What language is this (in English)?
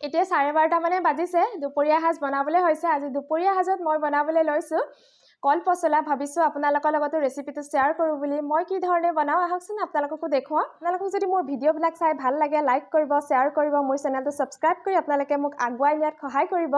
Assamese